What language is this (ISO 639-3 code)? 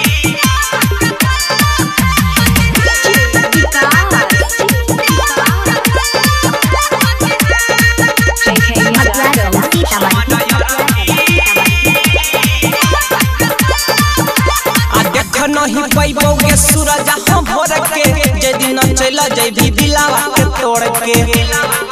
bho